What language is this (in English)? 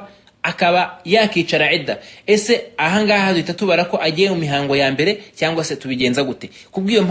Kinyarwanda